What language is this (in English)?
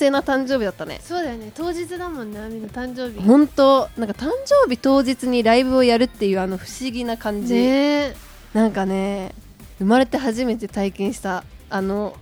Japanese